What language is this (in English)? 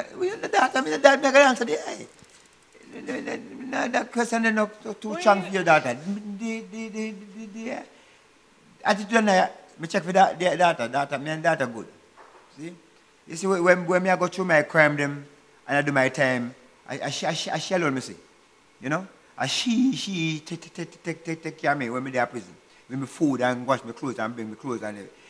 Jamaican Creole English